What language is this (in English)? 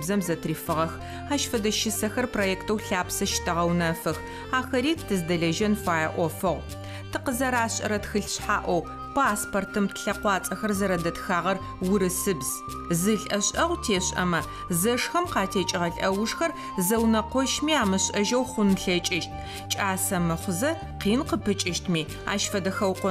Adyghe